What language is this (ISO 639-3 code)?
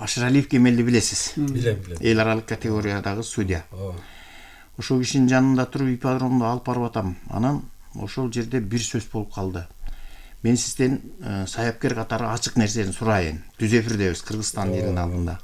kir